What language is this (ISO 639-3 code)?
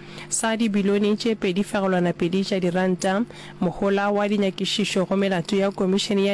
nso